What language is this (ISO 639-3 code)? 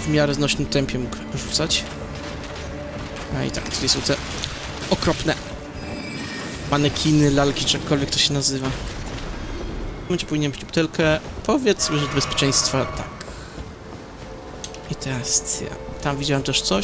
pol